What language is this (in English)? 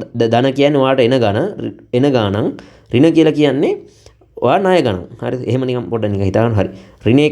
Sinhala